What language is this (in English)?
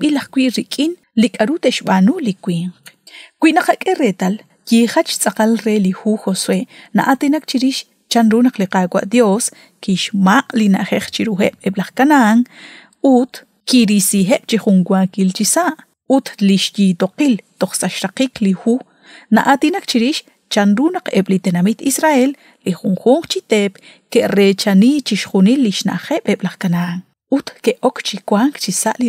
Kekchí